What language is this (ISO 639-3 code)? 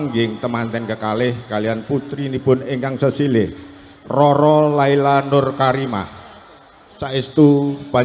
jav